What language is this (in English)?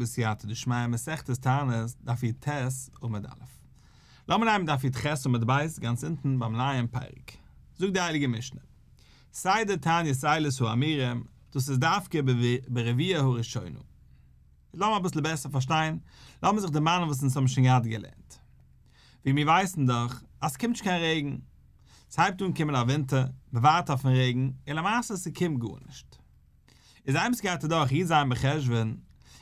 Yiddish